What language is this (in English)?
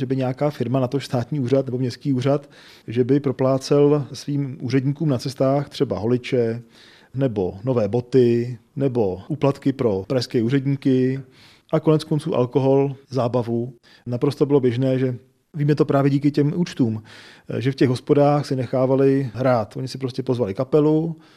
Czech